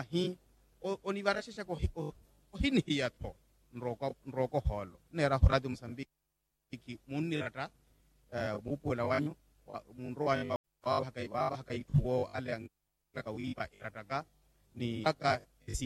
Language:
Makhuwa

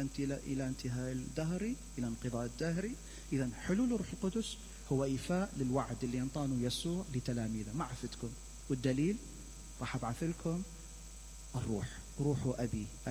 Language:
Mesopotamian Arabic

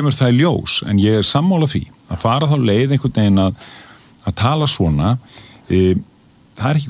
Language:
Icelandic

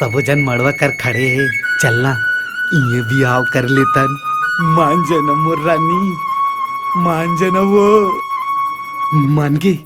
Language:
Chhattisgarhi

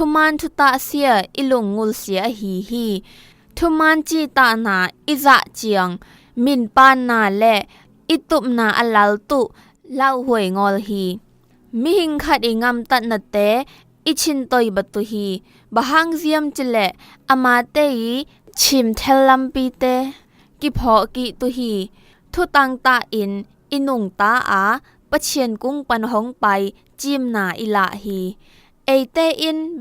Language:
Zou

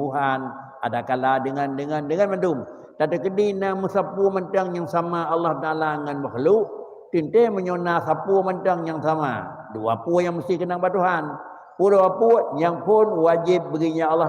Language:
Achinese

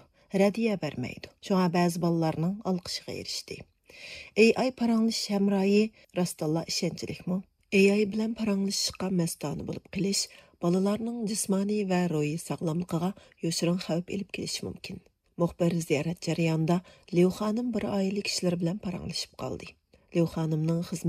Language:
Uyghur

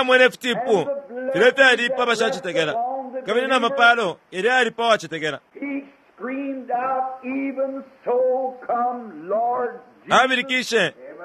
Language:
Bemba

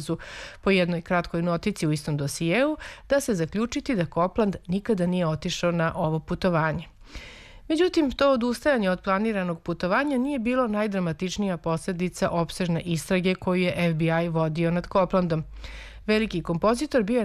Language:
Serbian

